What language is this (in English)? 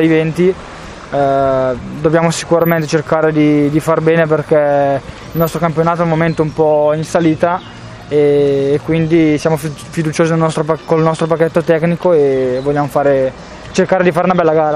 Italian